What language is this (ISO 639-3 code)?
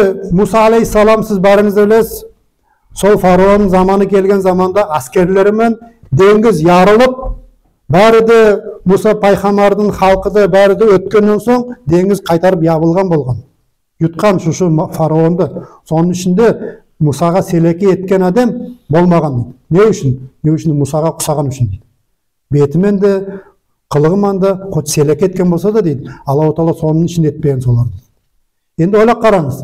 nog